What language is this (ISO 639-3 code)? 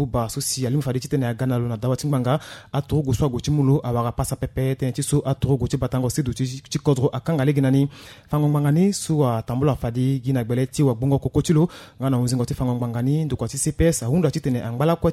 sag